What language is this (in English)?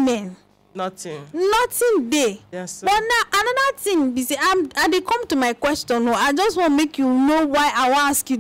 Nigerian Pidgin